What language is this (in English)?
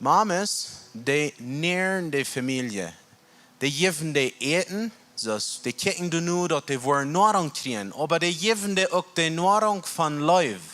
Plautdietsch